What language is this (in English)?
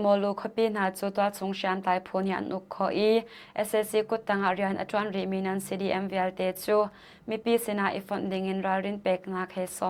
Hakha Chin